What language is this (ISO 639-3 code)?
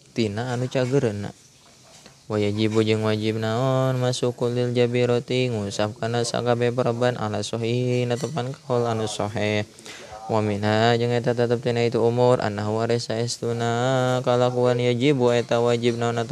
sun